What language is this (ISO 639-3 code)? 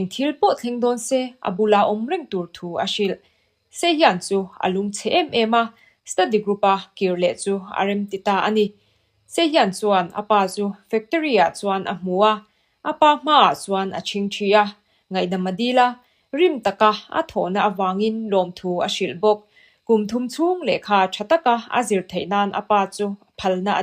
lus